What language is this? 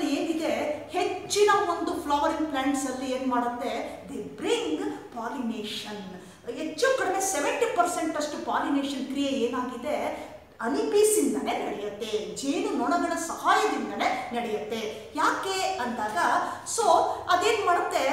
Kannada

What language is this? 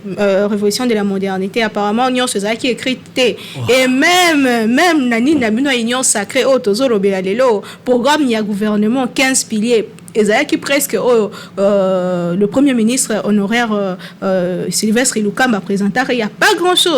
Lingala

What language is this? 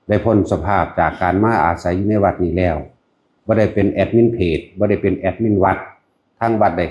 Lao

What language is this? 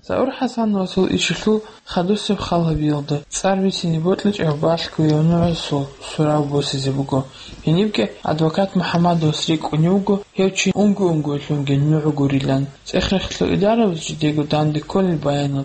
Avaric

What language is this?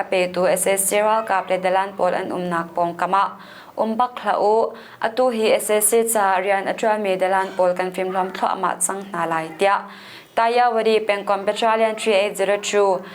Hakha Chin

